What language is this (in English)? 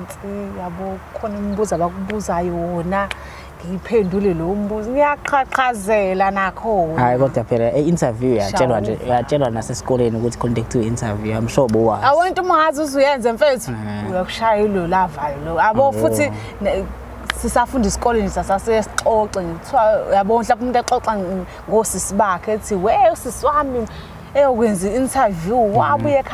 Zulu